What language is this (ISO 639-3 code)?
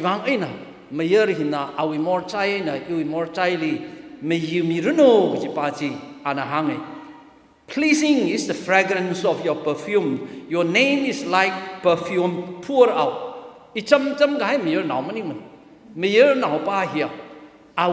nmf